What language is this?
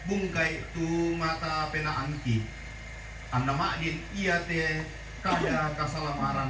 Toraja-Sa'dan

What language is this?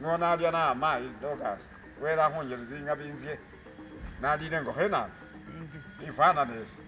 Masaaba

